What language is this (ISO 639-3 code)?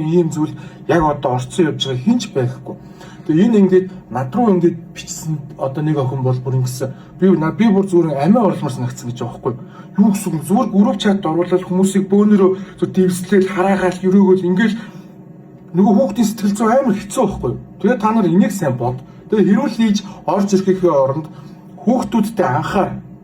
mon